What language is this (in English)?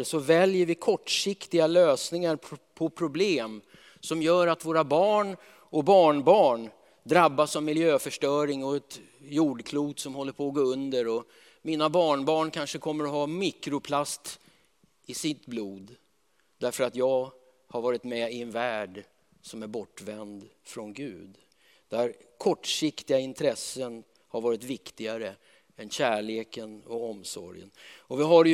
Swedish